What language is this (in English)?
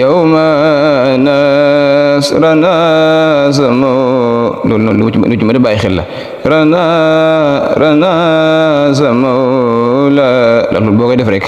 Wolof